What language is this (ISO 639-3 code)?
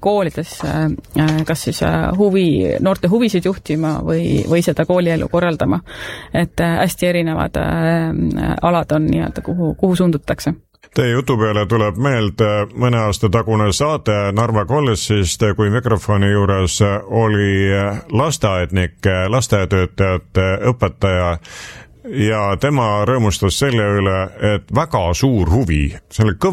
est